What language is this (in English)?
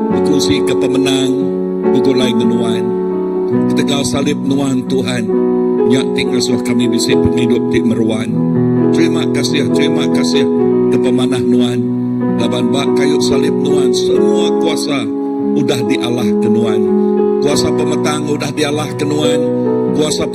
Iban